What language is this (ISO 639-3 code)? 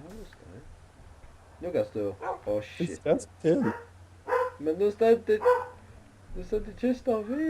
fao